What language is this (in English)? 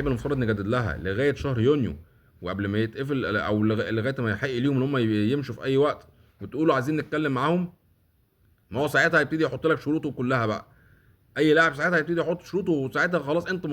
Egyptian Arabic